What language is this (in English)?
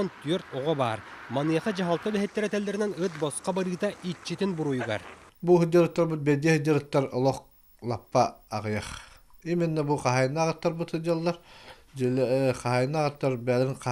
Yakut